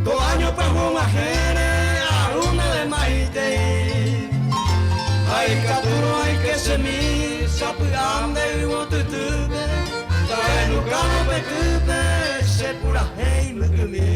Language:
Guarani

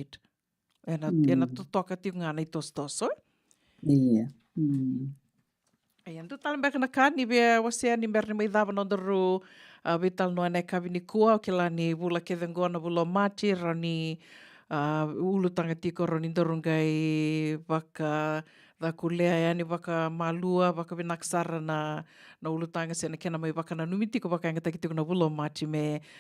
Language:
Fijian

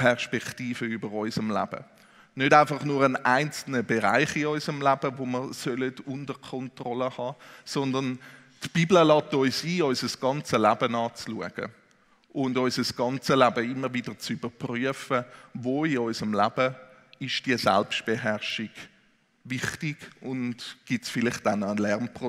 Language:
Swiss German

